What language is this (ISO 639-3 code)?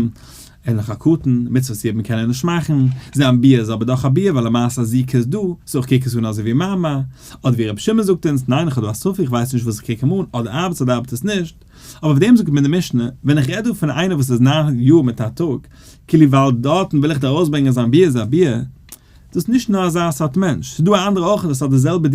yid